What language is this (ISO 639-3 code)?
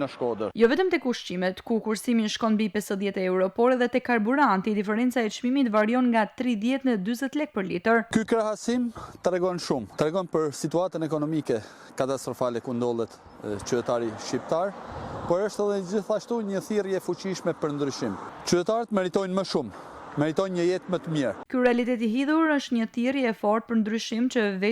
sqi